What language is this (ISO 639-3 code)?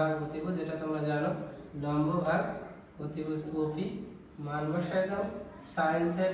ben